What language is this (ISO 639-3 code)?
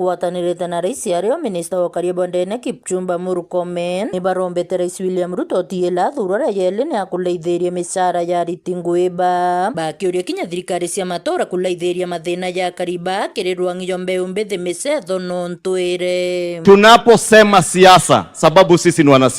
mer